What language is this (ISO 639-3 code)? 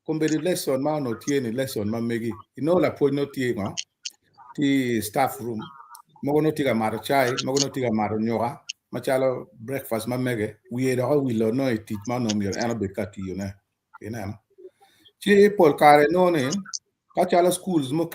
ach